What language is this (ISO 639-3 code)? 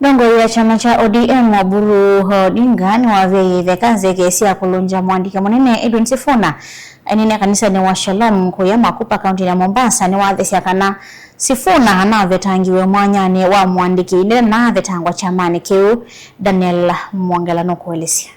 kam